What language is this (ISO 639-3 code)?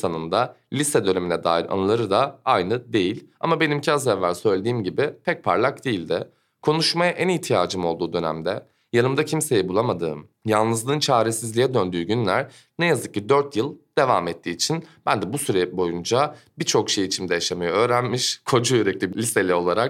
tur